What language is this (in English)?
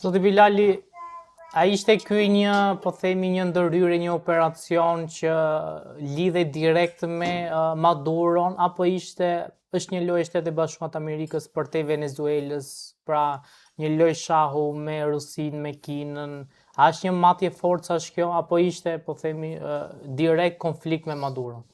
Albanian